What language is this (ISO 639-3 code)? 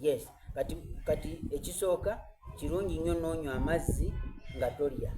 xog